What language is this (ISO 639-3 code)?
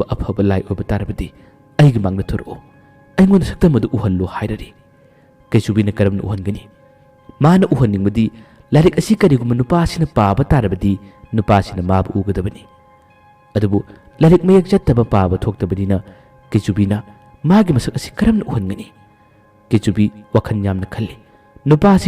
mni